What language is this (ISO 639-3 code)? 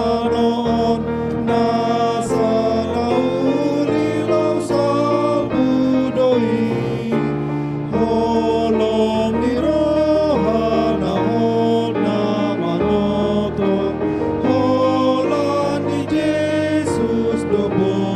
bbc